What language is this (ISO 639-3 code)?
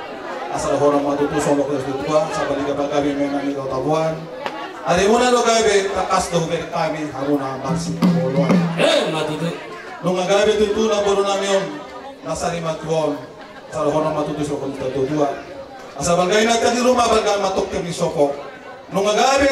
bbc